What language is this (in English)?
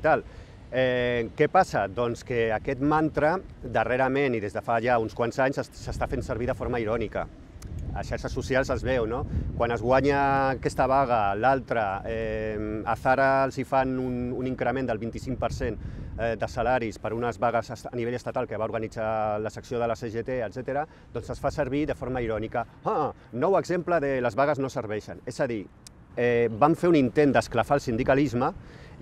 Catalan